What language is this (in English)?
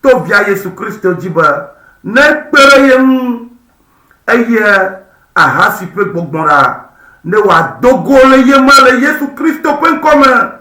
Ewe